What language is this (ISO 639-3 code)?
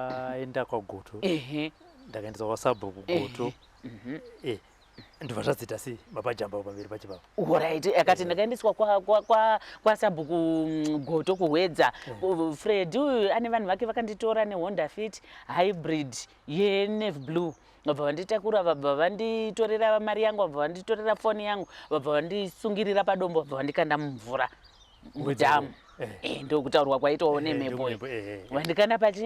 sna